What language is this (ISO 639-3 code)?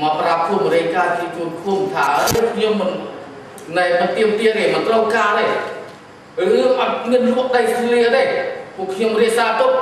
khm